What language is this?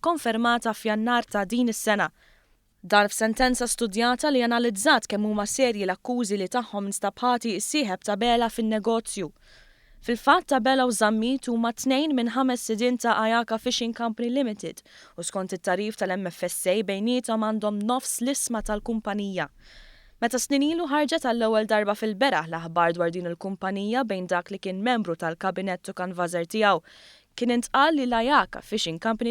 Maltese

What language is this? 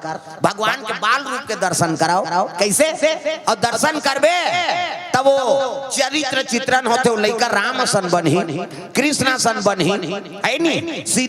Chhattisgarhi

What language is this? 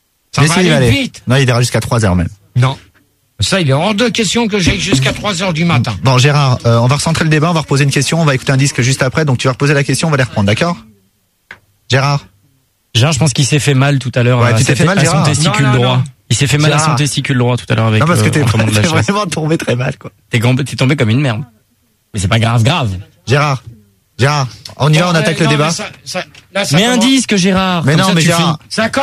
French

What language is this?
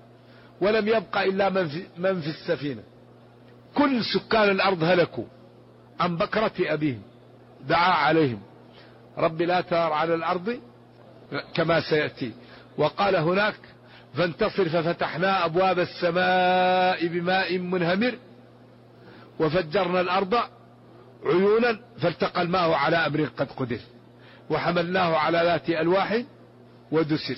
Arabic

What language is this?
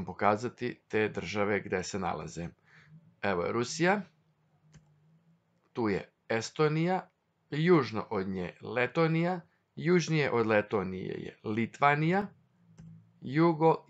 Serbian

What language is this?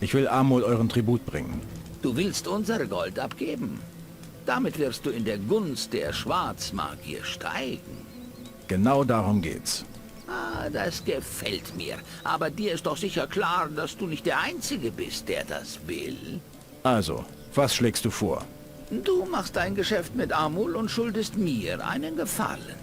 Bavarian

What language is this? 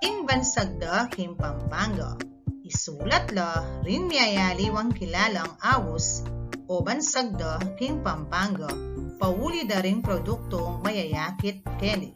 Pampanga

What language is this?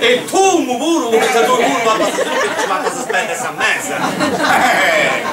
Sardinian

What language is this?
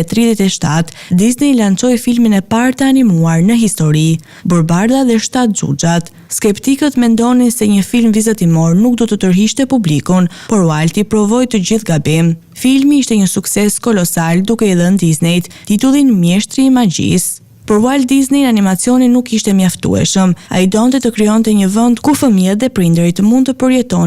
Albanian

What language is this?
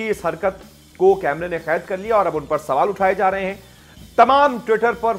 Hindi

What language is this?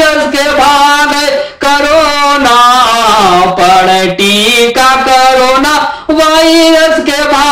Bhojpuri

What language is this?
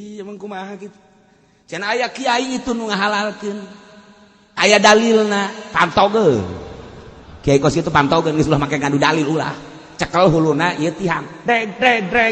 Sundanese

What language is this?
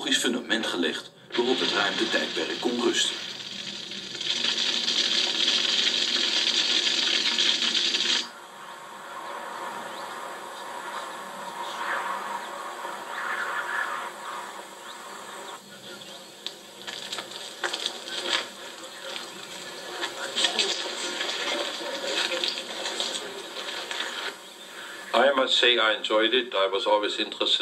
Dutch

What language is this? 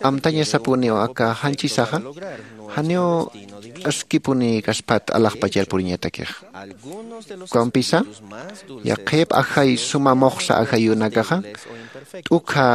Aymara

